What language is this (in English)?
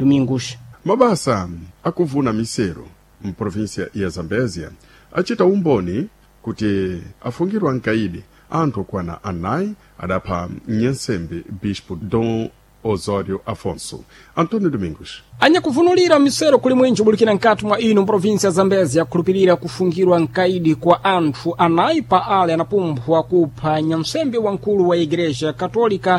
Sena